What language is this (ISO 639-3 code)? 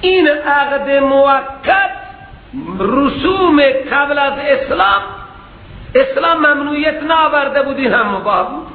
fas